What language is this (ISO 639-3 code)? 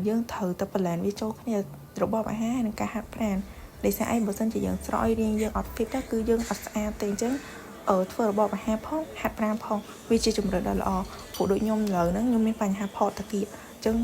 khm